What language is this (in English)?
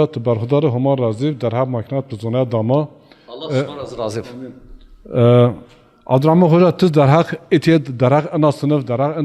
Zaza